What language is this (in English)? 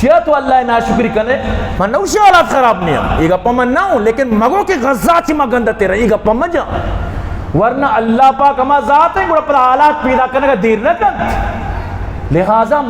Eastern Balochi